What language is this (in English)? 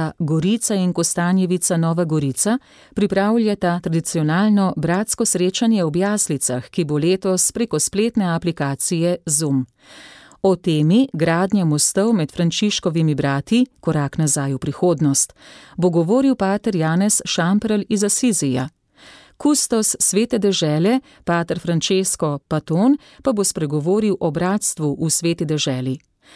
Slovenian